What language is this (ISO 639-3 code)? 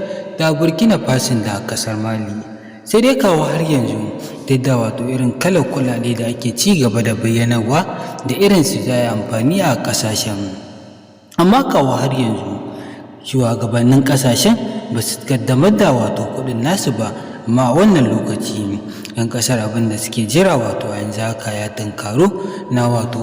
hau